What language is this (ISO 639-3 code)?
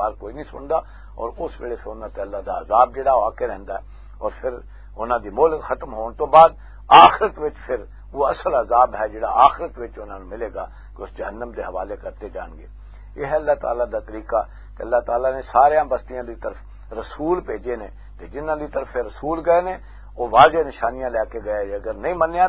lah